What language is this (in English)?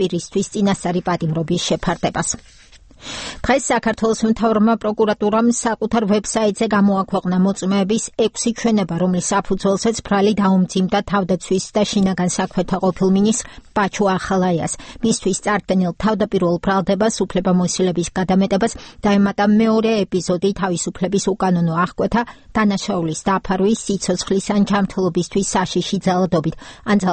Georgian